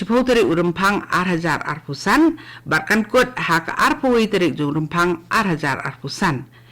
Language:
Khasi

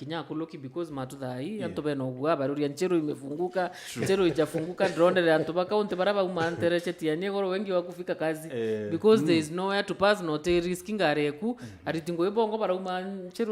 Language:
Meru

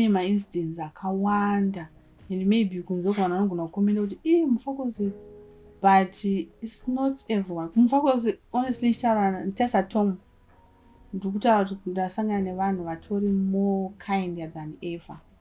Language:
Shona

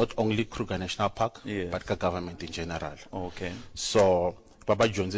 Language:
Tsonga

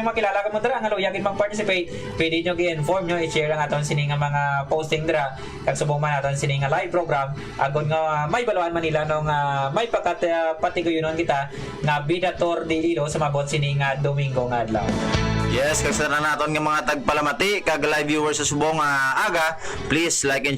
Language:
Hiligaynon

